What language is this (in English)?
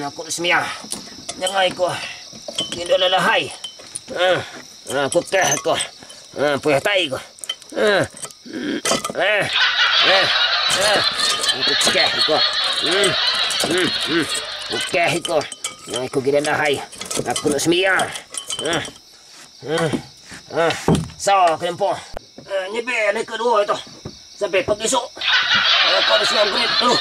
Minangkabau